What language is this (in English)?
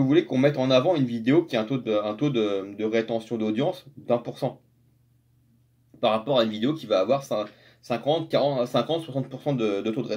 French